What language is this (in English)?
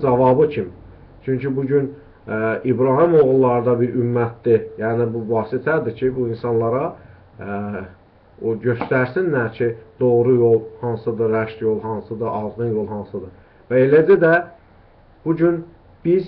Azerbaijani